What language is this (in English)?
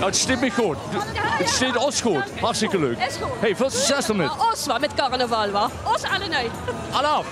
Limburgish